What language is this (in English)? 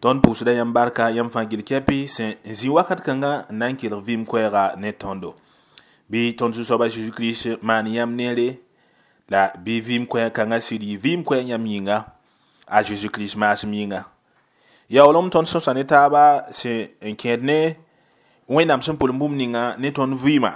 Mossi